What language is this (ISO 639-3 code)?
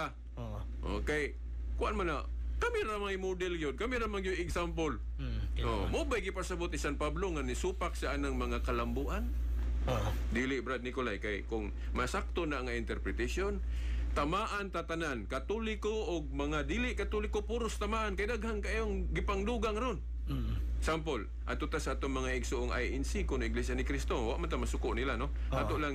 ceb